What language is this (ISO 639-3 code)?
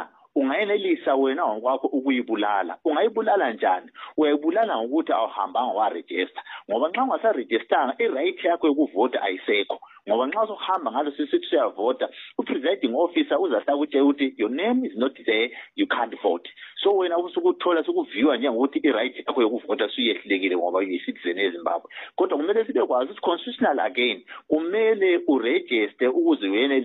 nde